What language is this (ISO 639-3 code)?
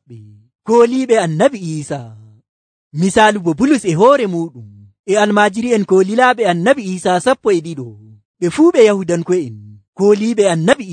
fuv